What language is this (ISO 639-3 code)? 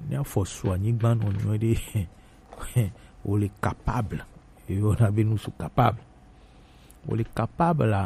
gej